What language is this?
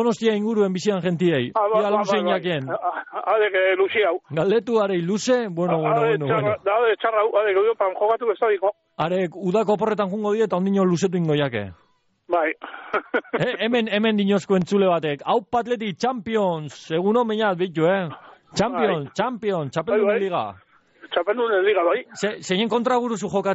Basque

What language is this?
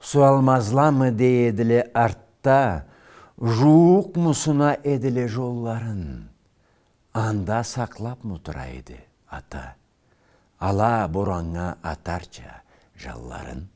Karachay-Balkar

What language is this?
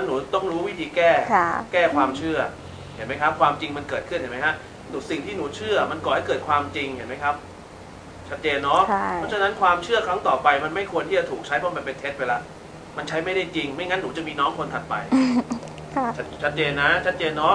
Thai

